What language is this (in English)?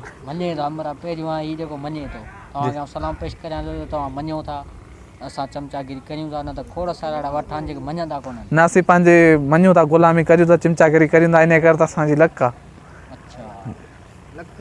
Sindhi